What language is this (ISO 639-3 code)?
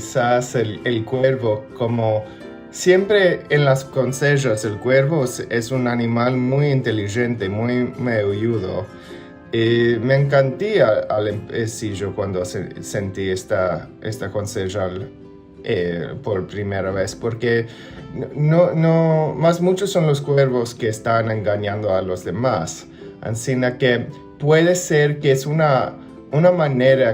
lad